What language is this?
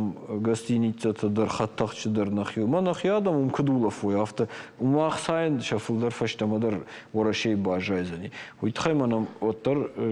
Ossetic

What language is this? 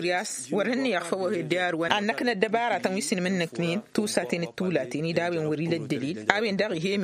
Tamasheq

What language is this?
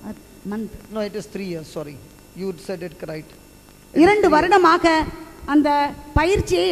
Tamil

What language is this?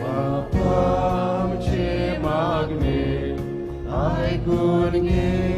Konkani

